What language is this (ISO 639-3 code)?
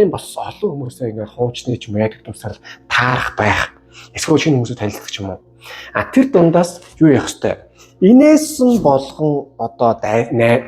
mon